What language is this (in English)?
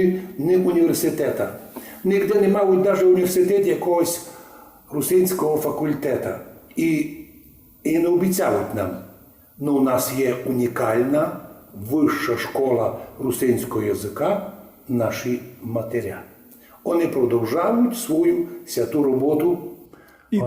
Rusyn